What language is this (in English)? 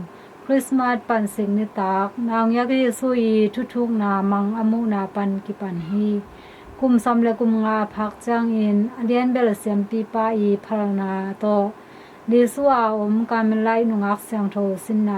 Tedim Chin